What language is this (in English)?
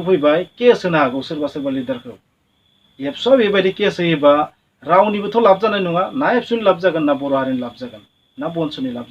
Bodo